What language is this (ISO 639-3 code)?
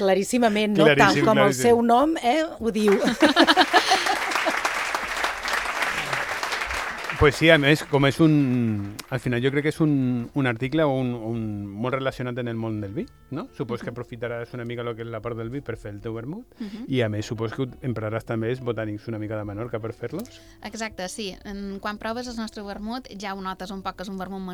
cat